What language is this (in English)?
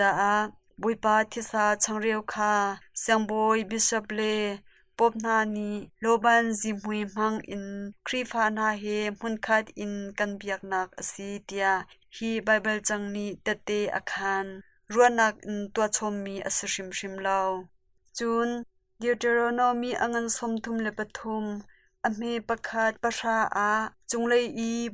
Hakha Chin